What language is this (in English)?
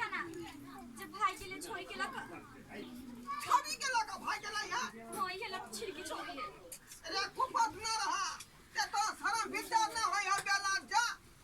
Maithili